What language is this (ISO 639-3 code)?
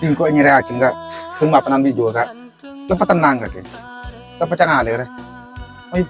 mad